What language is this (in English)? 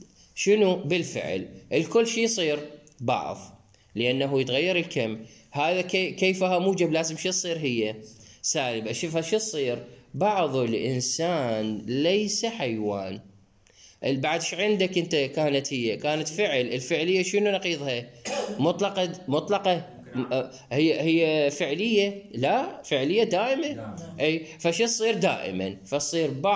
Mesopotamian Arabic